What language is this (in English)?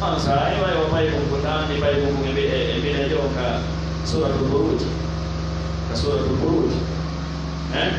Pular